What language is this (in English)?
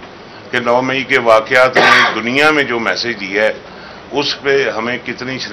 Urdu